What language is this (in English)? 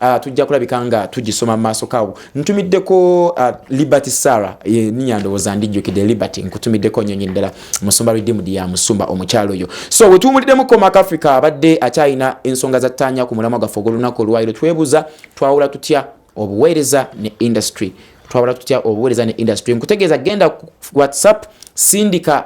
Ganda